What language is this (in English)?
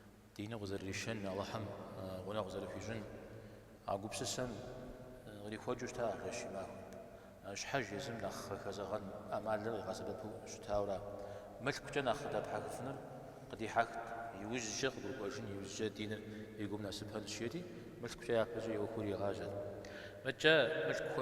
Kabardian